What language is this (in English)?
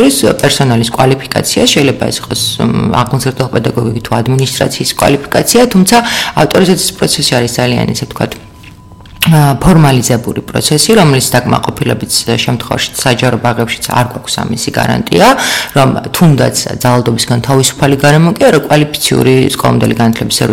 Georgian